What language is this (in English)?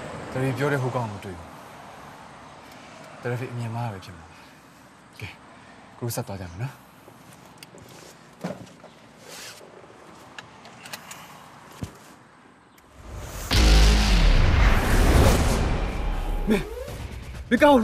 Burmese